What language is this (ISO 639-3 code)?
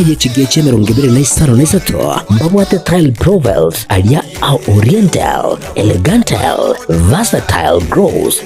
guz